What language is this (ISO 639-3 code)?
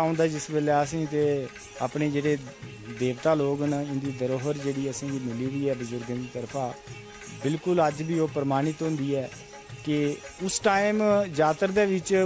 doi